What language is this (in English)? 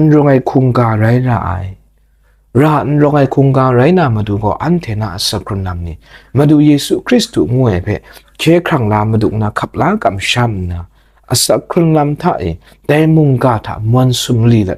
Kachin